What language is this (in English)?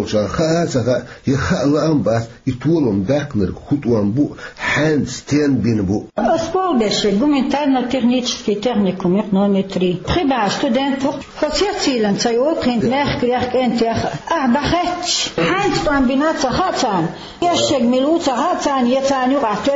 Chechen